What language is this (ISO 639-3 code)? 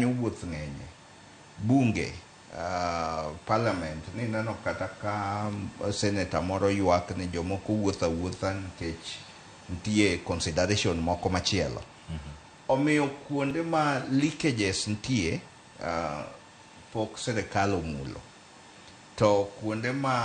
luo